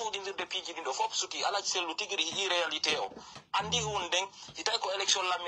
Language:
Pular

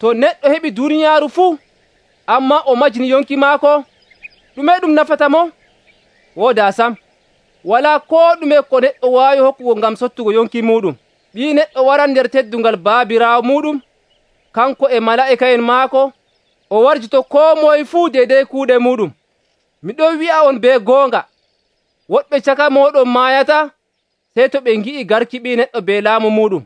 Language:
Nigerian Fulfulde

